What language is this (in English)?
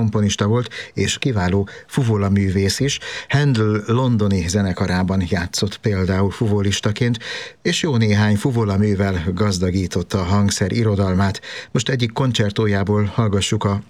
Hungarian